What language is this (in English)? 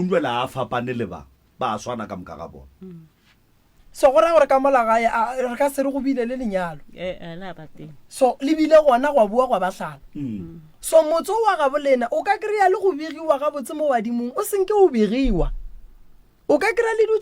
Northern Sotho